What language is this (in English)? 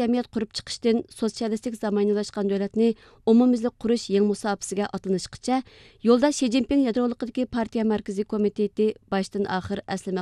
Uyghur